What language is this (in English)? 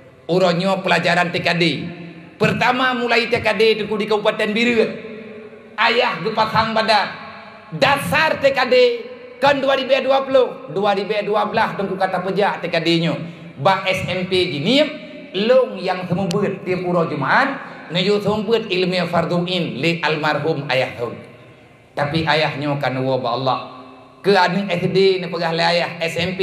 Achinese